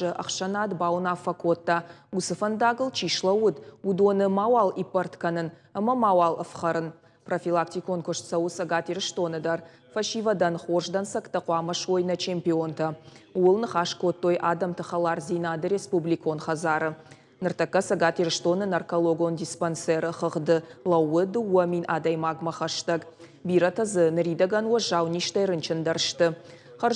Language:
Ossetic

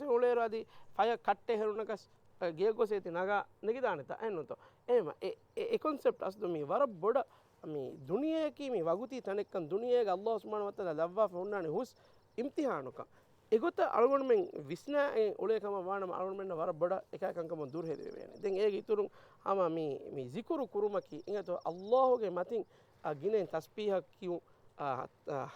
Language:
Divehi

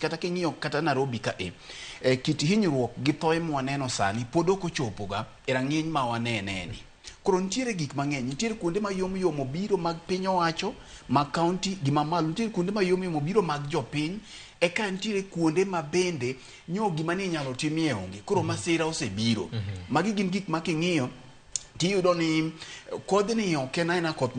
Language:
Luo (Kenya and Tanzania)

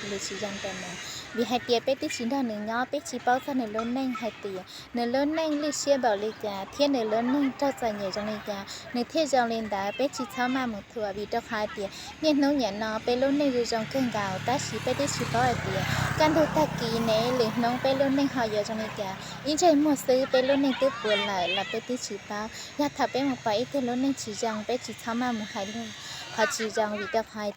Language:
Hmong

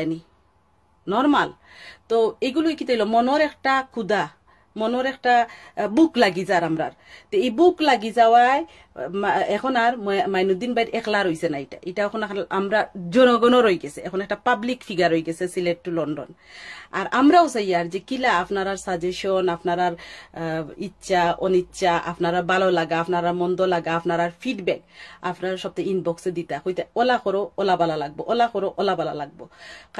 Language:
Sylheti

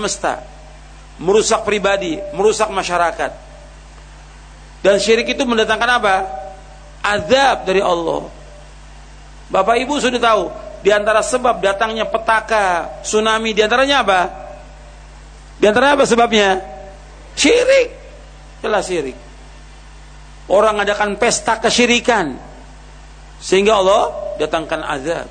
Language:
Indonesian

